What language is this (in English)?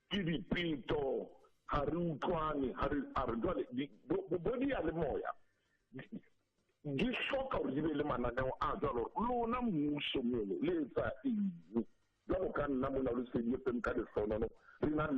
Tswana